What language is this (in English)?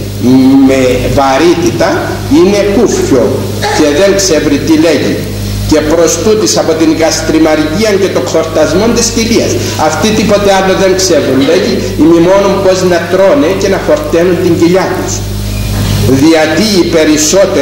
Greek